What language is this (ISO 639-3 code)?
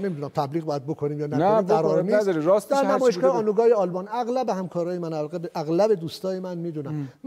fas